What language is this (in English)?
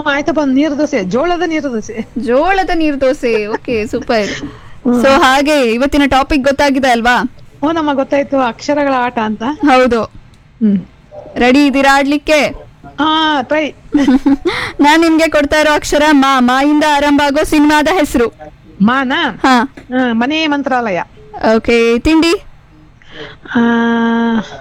Kannada